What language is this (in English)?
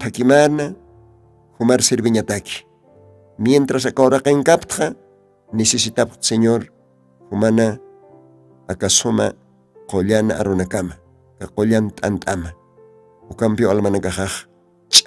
Aymara